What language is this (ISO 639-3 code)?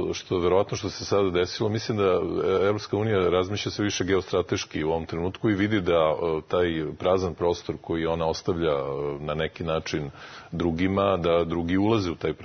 srp